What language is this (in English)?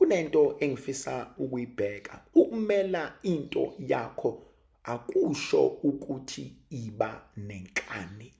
Zulu